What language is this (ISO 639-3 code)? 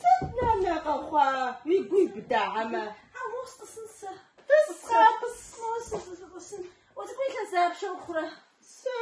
kbd